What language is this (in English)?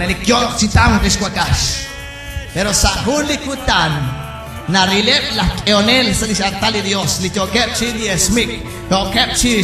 Kekchí